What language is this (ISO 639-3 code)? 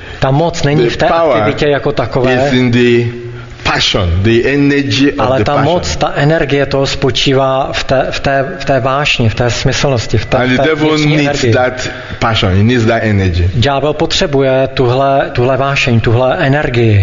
ces